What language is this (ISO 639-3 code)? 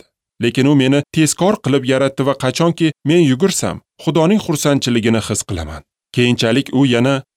uzb